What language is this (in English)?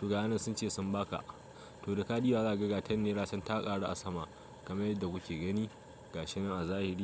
Hausa